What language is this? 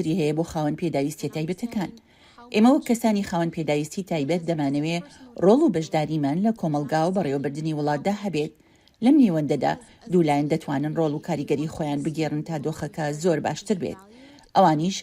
Central Kurdish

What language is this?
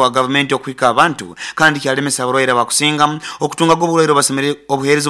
Nyoro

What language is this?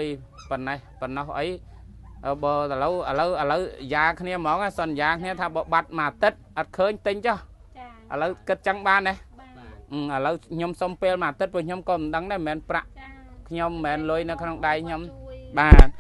Khmer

